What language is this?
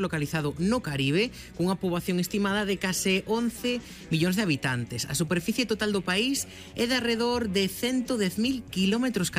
Galician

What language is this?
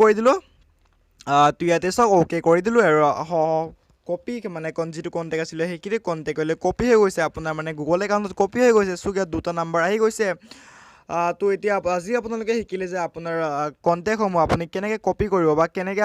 Assamese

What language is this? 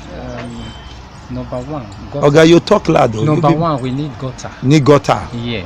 Nigerian Pidgin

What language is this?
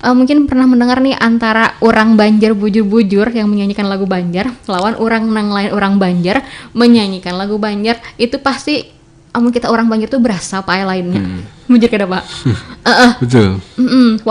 Banjar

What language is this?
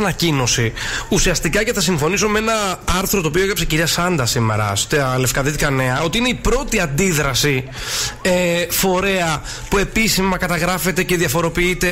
Greek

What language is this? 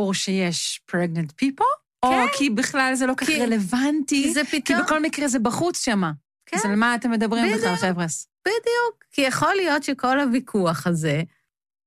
Hebrew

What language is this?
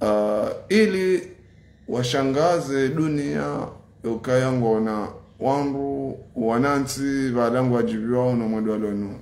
Ngazidja Comorian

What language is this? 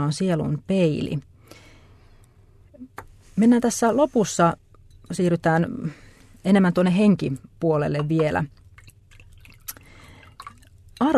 Finnish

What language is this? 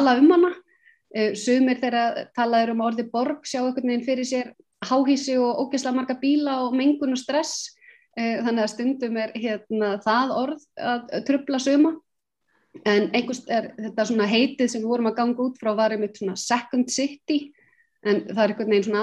Icelandic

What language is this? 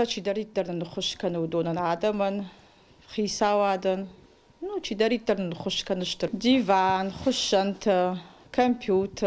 Ossetic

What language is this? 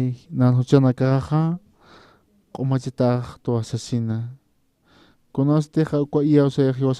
Aymara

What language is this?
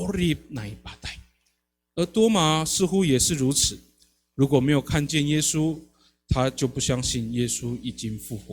Amis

